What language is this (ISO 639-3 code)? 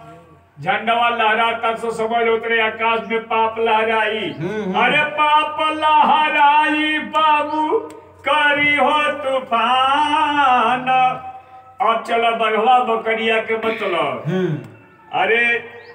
bho